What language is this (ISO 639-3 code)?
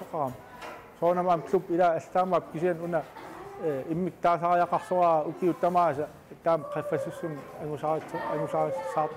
kal